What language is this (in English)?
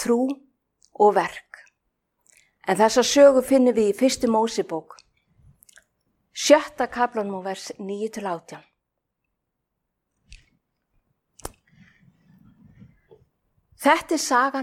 Icelandic